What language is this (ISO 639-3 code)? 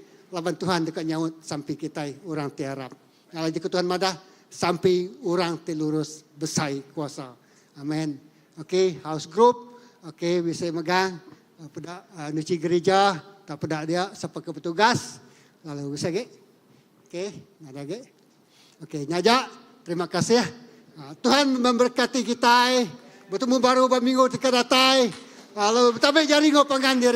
iba